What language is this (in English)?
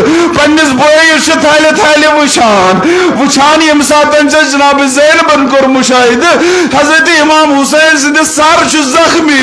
Kashmiri